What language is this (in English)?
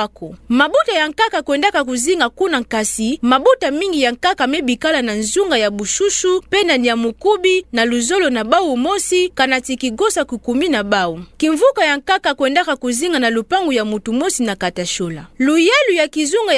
Kituba (Democratic Republic of Congo)